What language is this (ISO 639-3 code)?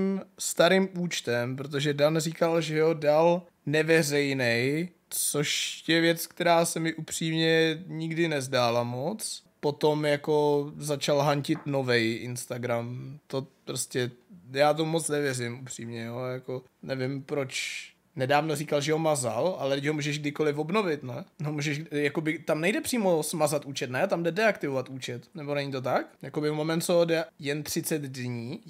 ces